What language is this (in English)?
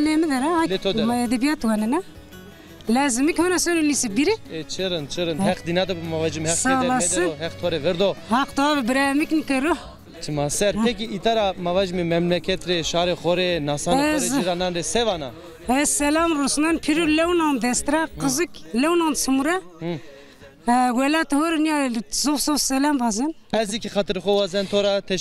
Zaza